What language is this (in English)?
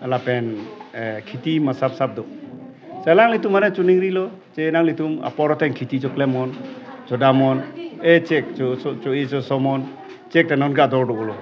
Karbi